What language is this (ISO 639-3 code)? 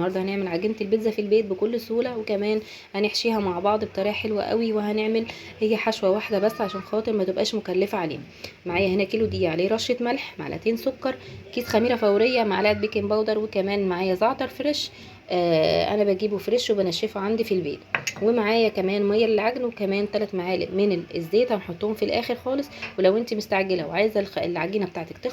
arz